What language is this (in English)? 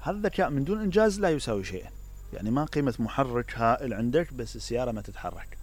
Mesopotamian Arabic